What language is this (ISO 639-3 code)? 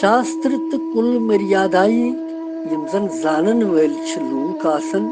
kas